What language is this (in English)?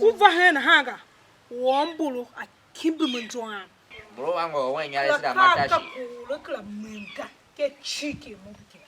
Tiv